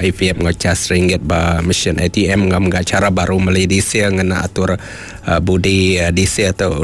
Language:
Iban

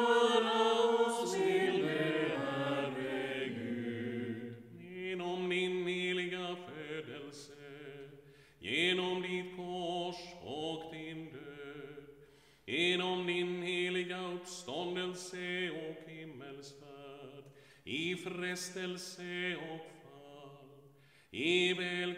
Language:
Swedish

